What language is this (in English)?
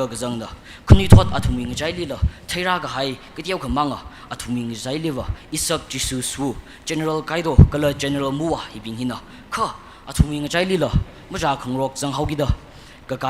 Tangkhul Naga (India)